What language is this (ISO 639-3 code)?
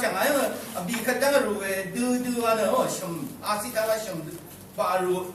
raw